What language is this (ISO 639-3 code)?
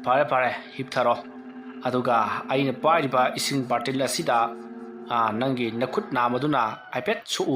mni